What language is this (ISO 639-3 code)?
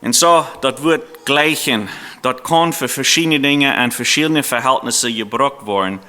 pdt